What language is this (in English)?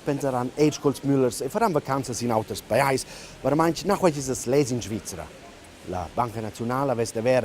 Romansh